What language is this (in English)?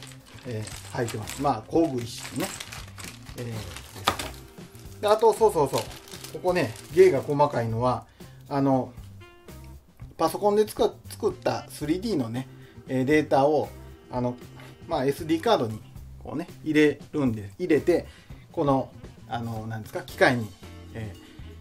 Japanese